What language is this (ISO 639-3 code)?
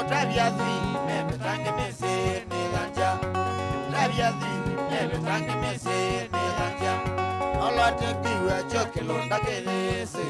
kam